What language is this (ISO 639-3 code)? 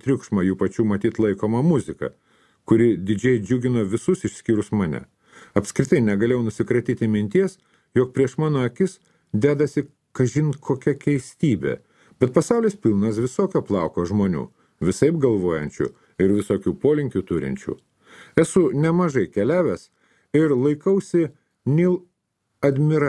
lit